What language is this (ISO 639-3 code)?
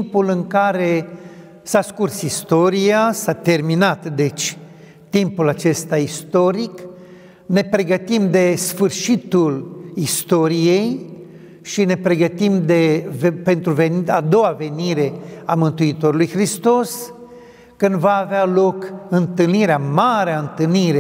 ron